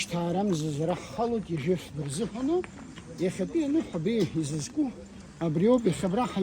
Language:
Abkhazian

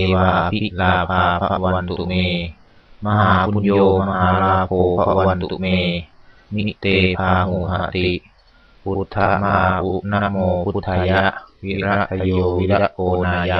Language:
Pali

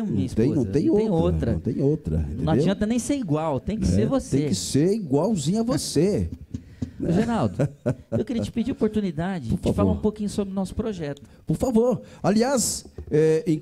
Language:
Portuguese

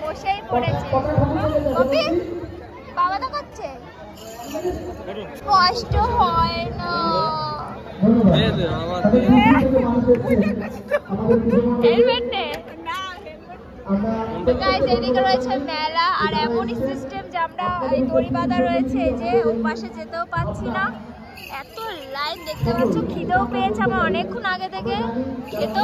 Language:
Bangla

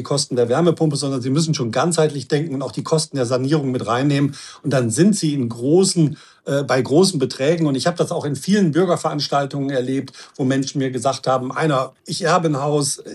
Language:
German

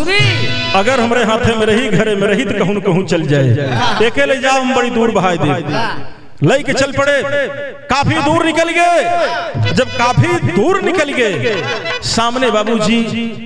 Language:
Bhojpuri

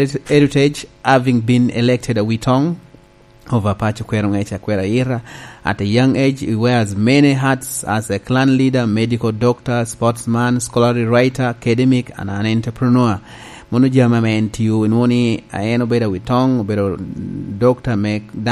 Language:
Lango (Uganda)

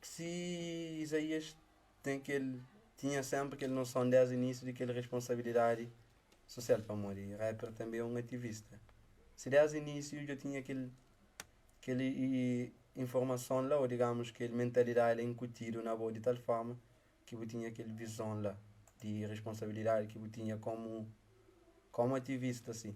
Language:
Kabuverdianu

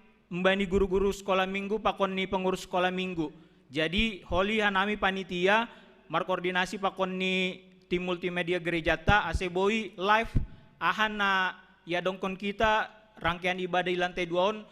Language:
Batak Simalungun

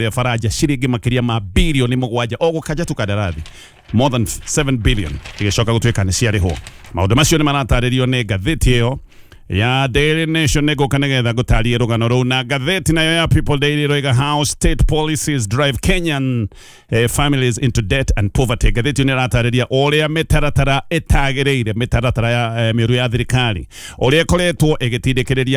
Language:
Kikuyu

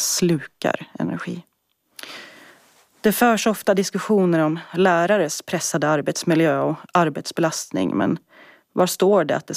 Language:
Swedish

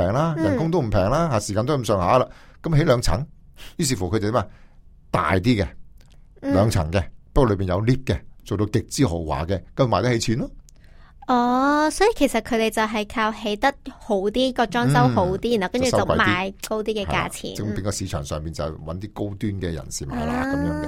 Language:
Cantonese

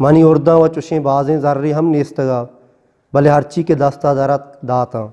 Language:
Eastern Balochi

